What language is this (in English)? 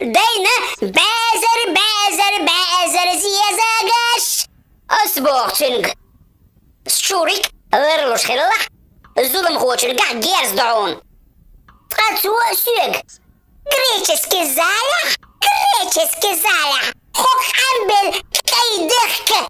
Chechen